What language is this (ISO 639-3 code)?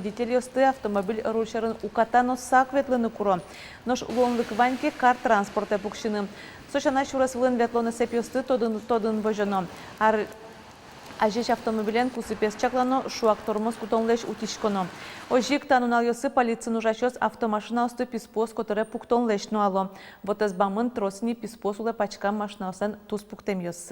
udm